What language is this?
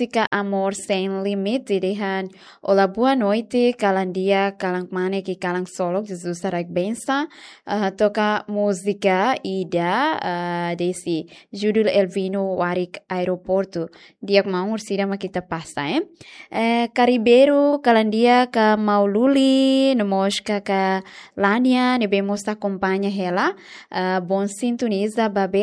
Tetum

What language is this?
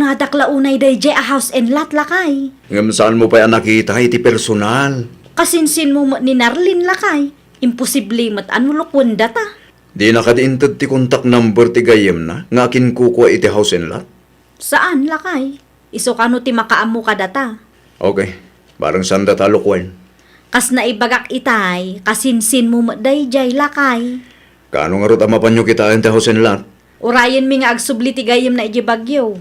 Iloko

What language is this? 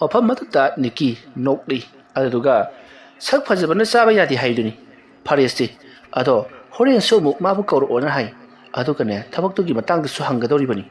Manipuri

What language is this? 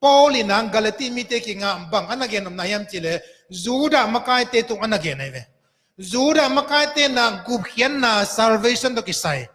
Tedim Chin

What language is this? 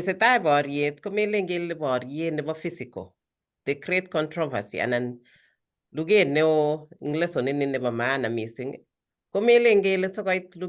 Kalenjin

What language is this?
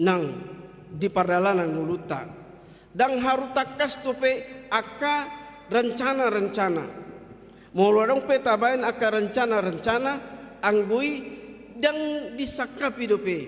Batak Toba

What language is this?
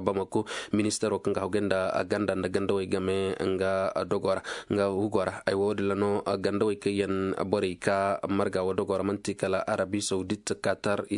Zarma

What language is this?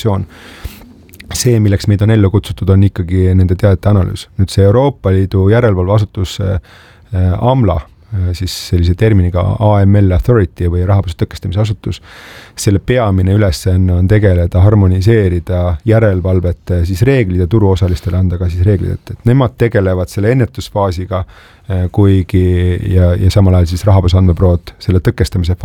Estonian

